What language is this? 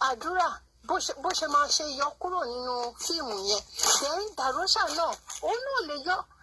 Yoruba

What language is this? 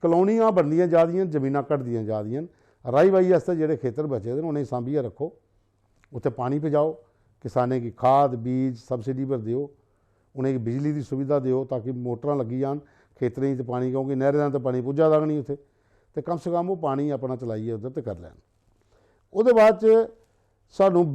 Dogri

